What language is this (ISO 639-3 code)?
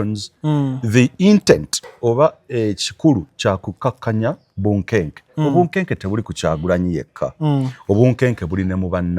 lug